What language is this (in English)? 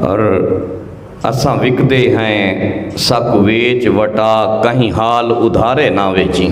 Saraiki